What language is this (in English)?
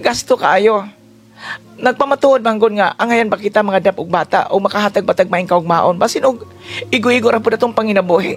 Cebuano